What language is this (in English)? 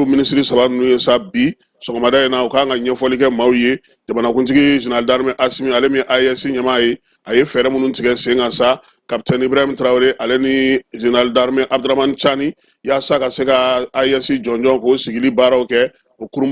Bambara